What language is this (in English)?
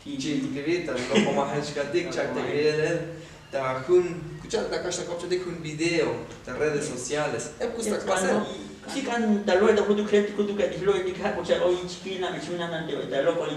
Tzotzil